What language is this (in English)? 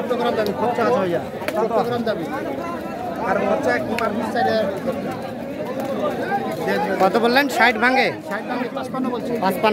Bangla